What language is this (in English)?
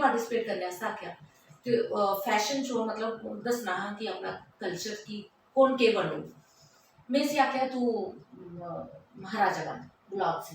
Dogri